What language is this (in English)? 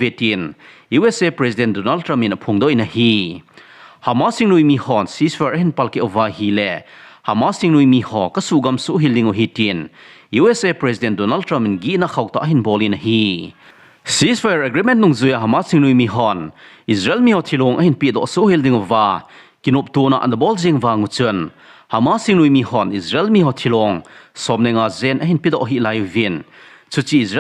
Thado Chin